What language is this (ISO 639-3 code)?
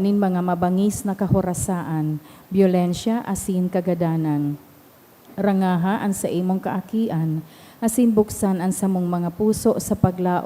bik